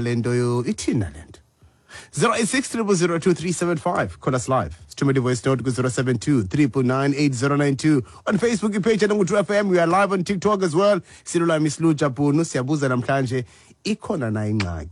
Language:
Xhosa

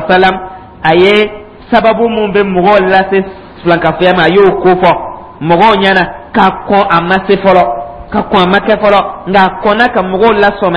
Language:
Dyula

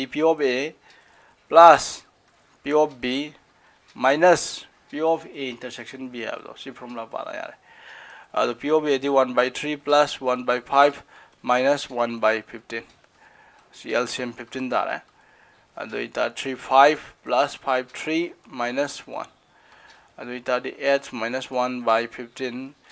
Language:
Manipuri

